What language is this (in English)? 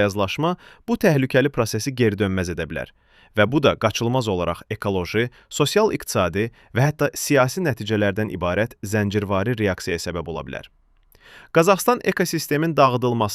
Azerbaijani